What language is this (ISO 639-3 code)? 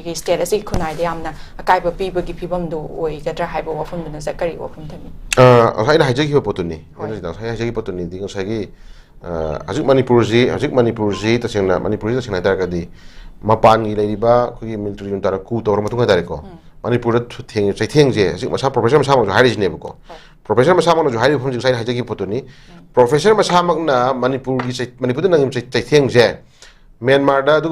mni